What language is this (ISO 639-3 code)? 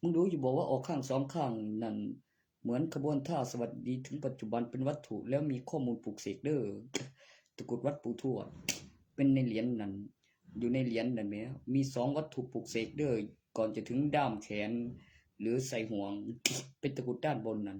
tts